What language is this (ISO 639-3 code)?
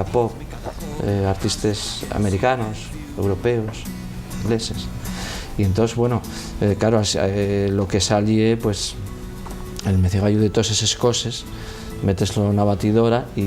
ast